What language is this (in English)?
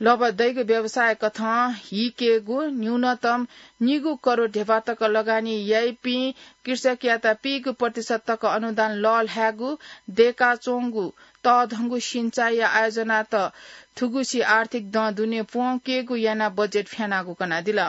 Newari